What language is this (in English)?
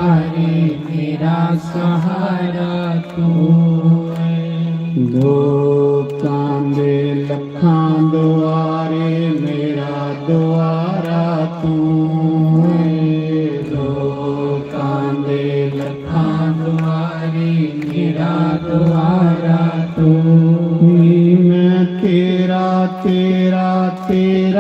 Dogri